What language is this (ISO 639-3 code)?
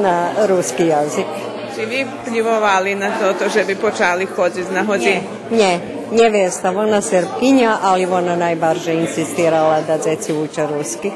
rue